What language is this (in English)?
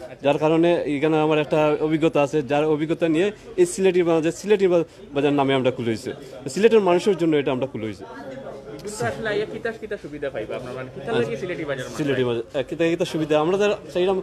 Sylheti